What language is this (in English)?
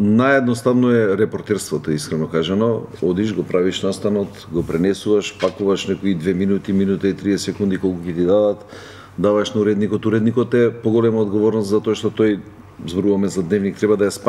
Macedonian